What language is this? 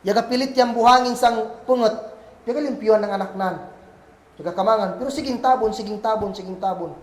Kagan Kalagan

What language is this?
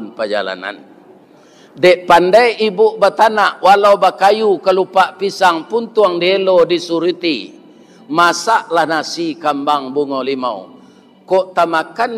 Minangkabau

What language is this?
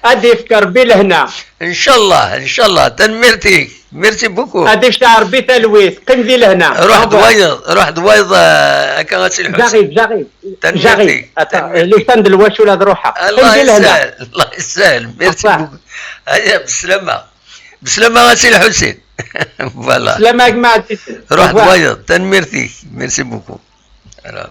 Kabyle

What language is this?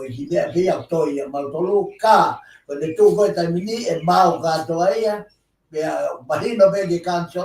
Tongan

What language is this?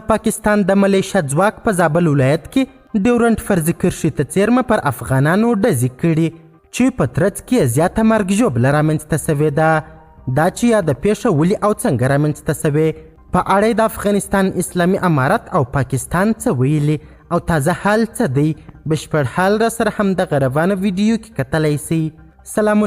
Pashto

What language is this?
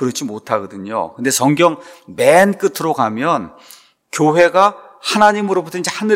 Korean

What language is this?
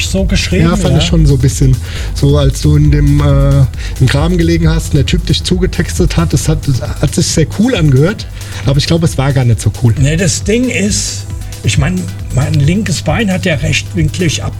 German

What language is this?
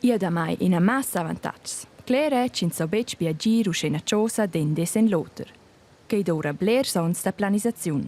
Romansh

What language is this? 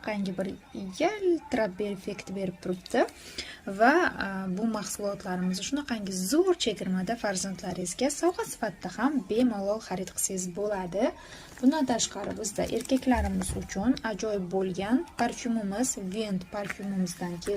Uzbek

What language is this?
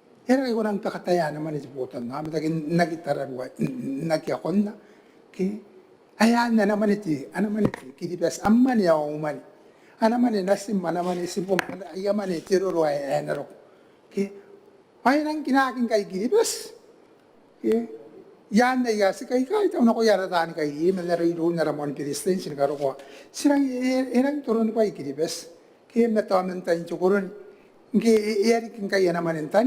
Gilbertese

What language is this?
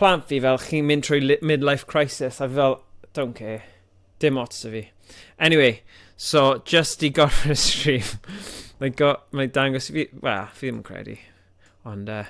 Welsh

